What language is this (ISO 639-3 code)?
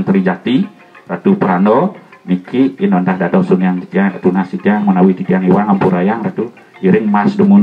ban